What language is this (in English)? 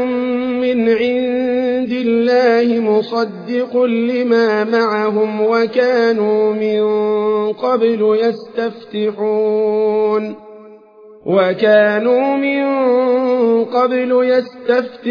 Arabic